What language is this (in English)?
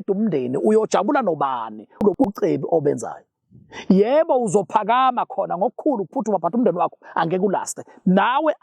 Zulu